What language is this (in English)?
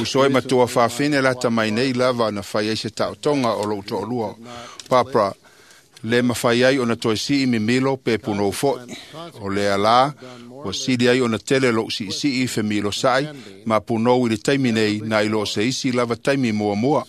Samoan